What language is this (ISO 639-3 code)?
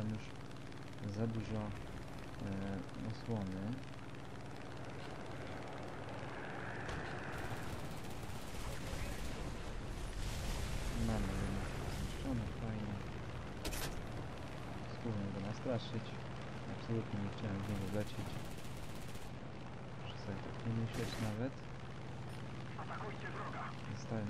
pol